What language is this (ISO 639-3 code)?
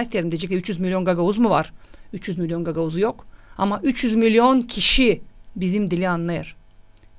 gag